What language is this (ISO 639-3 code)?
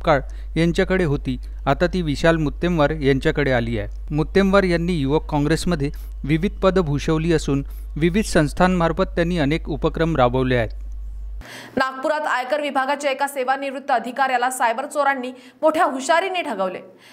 mar